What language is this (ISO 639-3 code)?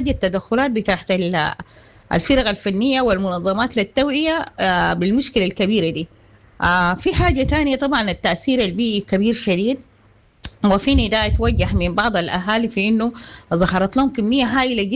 apd